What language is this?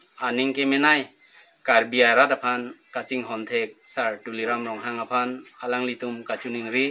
Karbi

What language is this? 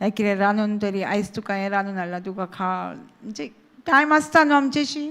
Konkani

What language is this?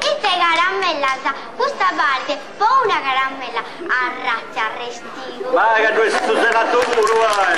Sardinian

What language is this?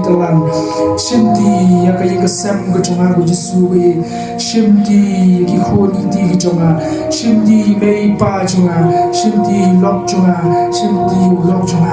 Khasi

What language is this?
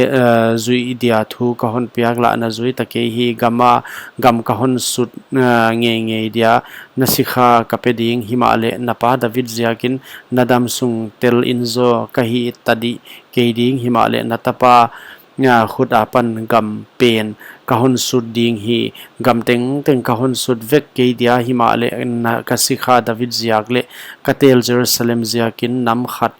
Paite Chin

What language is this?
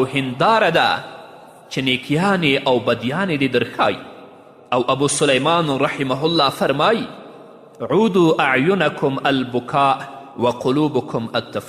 Pashto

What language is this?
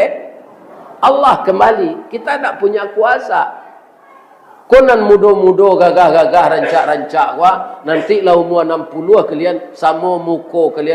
Minangkabau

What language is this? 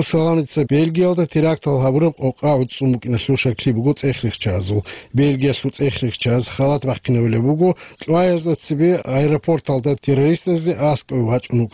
Avaric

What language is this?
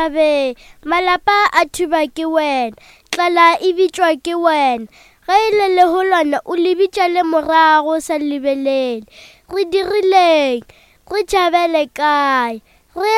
Northern Sotho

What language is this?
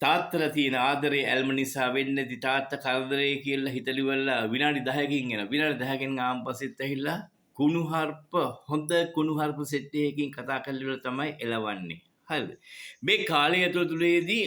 Sinhala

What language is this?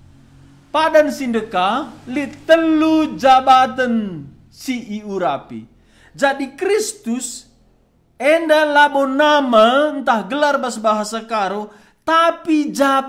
Batak Karo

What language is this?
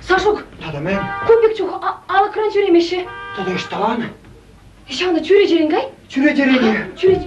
Chuvash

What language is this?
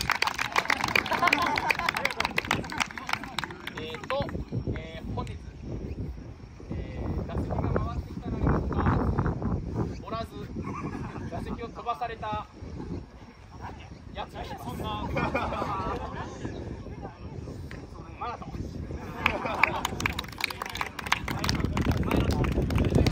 Japanese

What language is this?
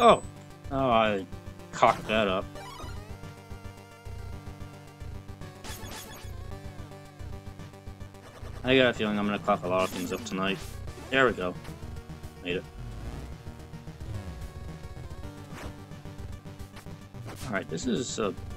English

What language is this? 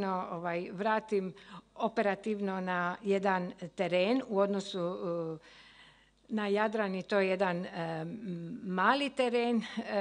Croatian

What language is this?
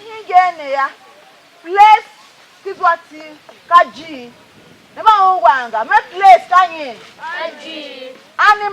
Tiv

